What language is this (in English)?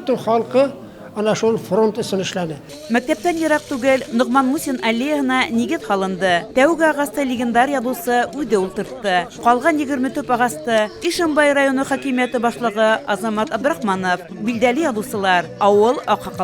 Bashkir